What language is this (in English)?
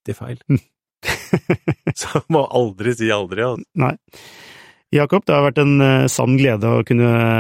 Norwegian